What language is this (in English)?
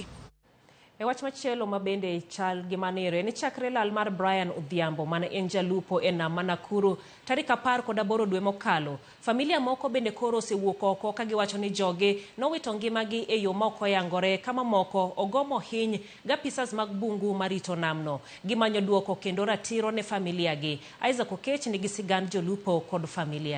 Luo (Kenya and Tanzania)